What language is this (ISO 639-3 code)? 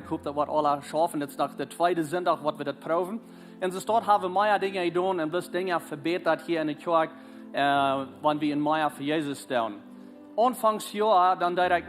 pdt